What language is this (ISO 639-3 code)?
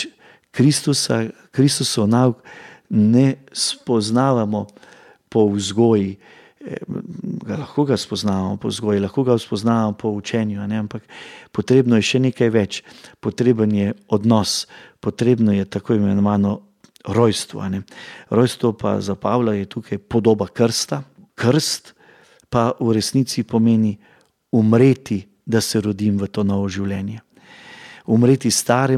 slv